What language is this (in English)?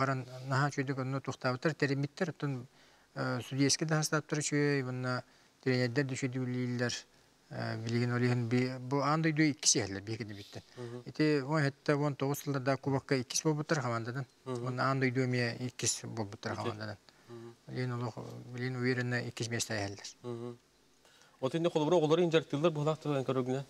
Yakut